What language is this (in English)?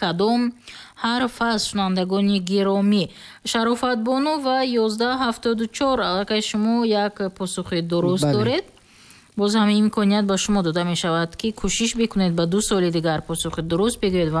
Tajik